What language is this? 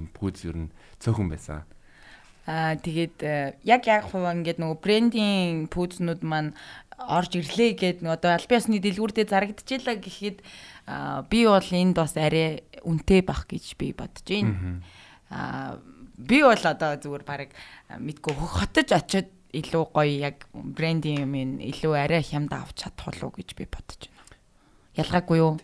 Mongolian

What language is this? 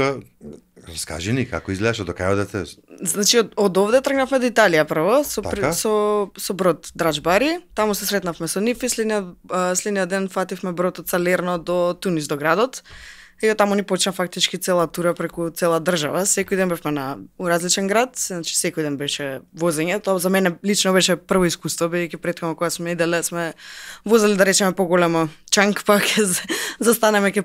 Macedonian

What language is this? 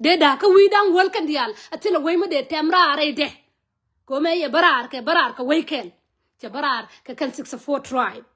Nuer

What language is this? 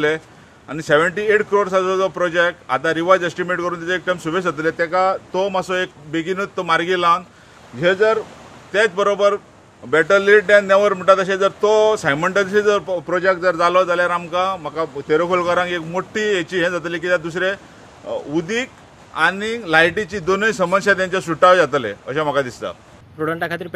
Konkani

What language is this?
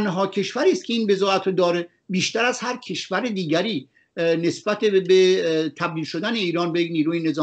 Persian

